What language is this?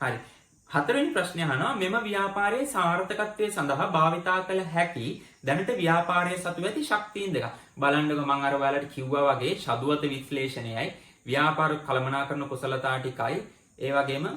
Sinhala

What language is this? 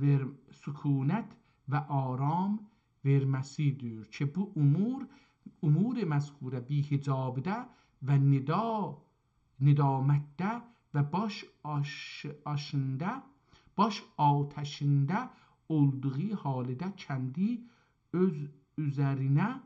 South Azerbaijani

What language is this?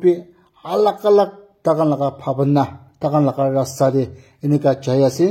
Naga Pidgin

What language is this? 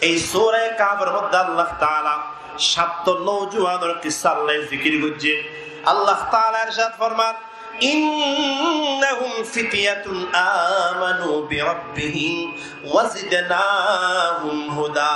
Rohingya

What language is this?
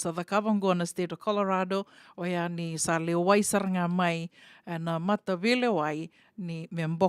Fijian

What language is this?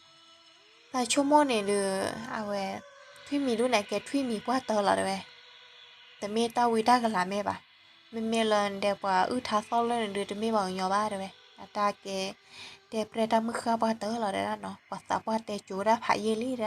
S'gaw Karen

